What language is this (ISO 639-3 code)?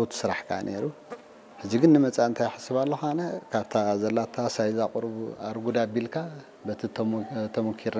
tir